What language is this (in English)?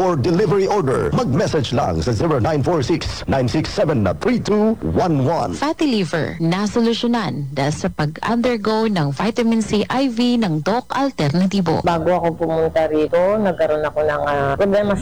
Filipino